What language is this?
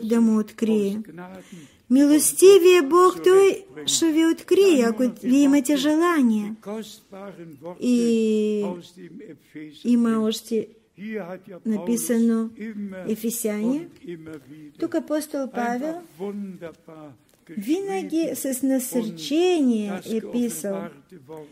Bulgarian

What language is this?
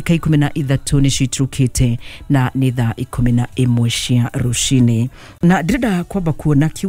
Kikuyu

